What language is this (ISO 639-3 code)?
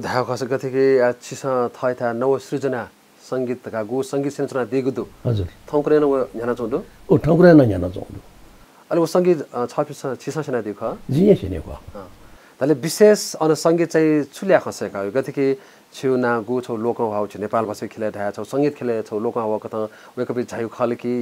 new